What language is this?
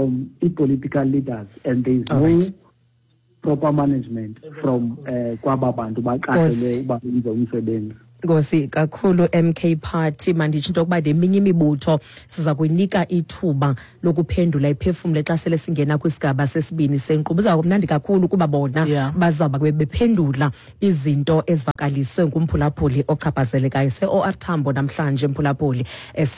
Xhosa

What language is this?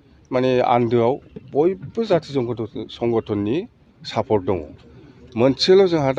Bodo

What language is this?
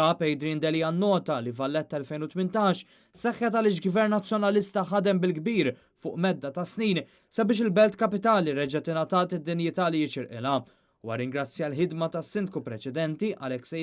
Maltese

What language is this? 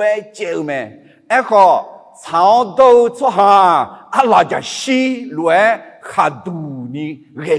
Akha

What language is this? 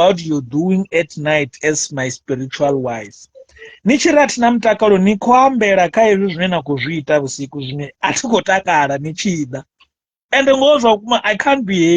Venda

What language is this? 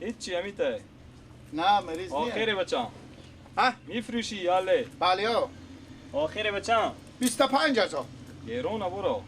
Persian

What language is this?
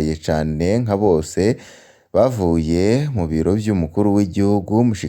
Rundi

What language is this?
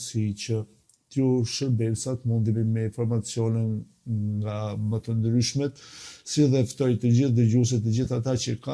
Albanian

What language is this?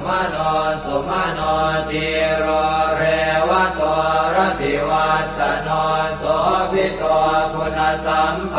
Pali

